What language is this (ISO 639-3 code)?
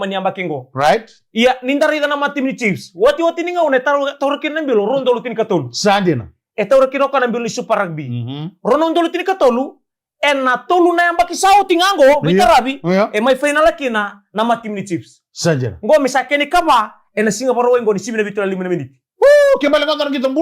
fij